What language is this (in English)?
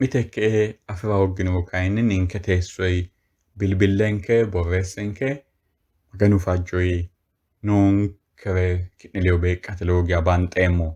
Sidamo